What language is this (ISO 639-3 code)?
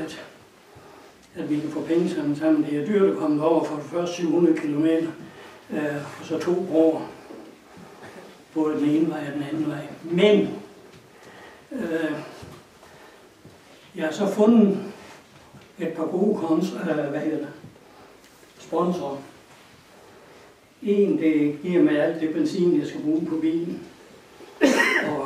dan